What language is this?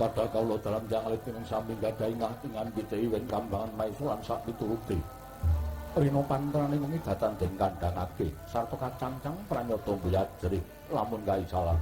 Javanese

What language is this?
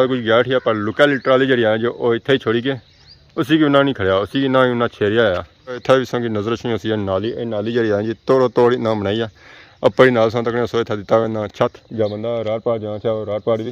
Pahari-Potwari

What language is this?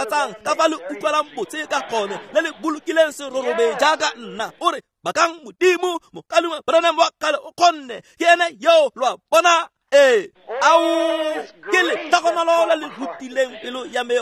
Tswana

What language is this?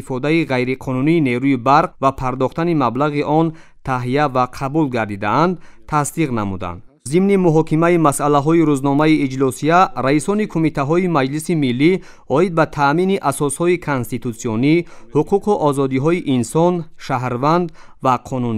Tajik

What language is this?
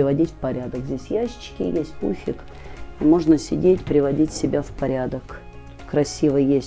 Russian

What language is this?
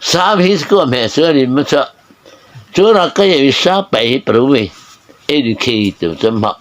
Mara Chin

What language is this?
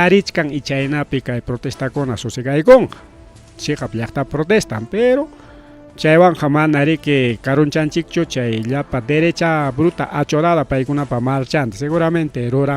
Ayacucho Quechua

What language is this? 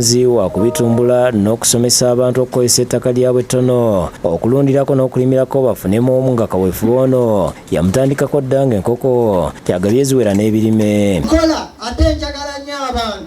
Ganda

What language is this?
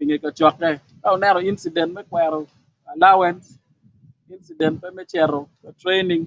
Acoli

